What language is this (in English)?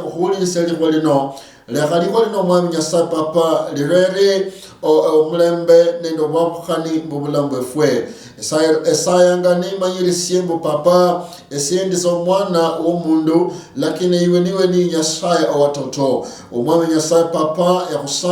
Luyia